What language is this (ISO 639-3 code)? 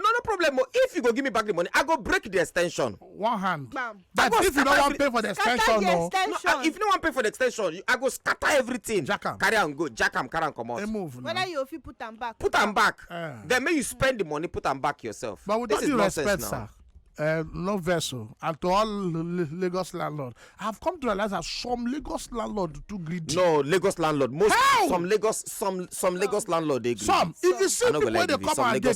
pcm